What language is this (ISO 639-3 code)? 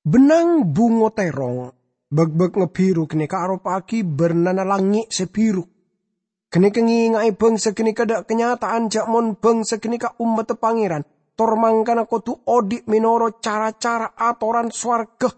mad